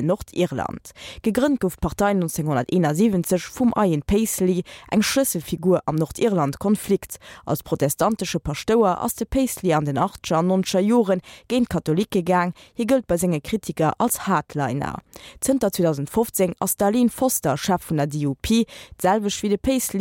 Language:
Luxembourgish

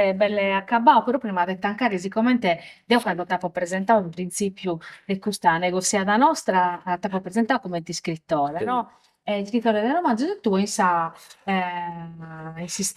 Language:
Sardinian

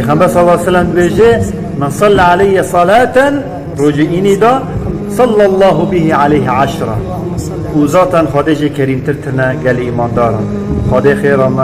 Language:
Kurdish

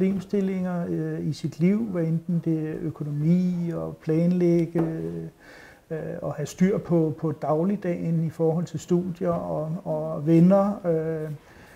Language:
Danish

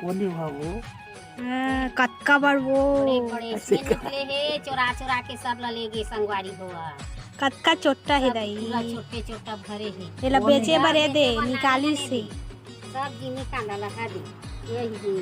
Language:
Chhattisgarhi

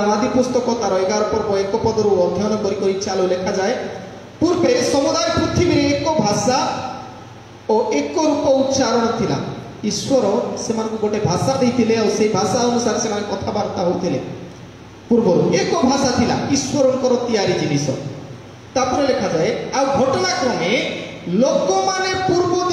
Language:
Odia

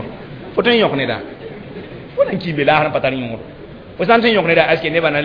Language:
Mossi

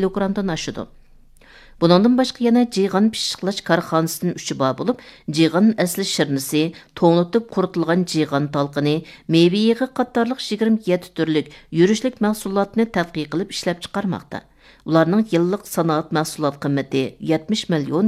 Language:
Uyghur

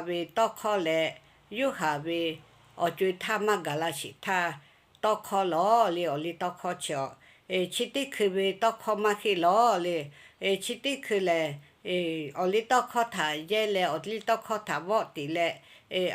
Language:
Lahu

